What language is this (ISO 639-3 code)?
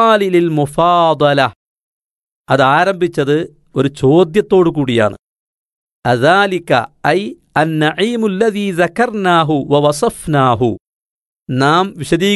mal